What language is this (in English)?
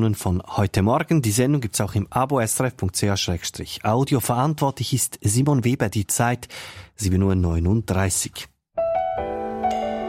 German